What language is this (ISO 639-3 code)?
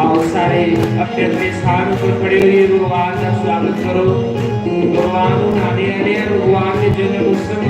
doi